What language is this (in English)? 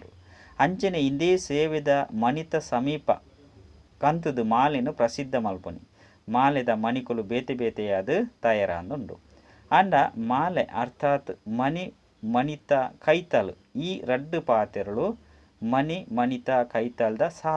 Tulu